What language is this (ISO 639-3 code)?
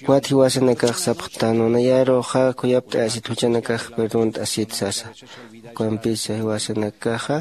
aym